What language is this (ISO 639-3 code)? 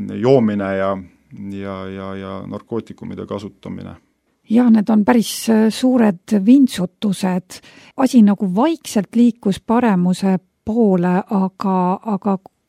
est